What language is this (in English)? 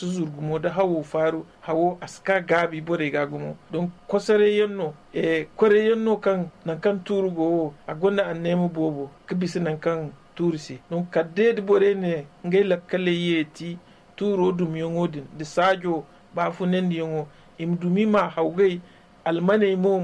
Zarma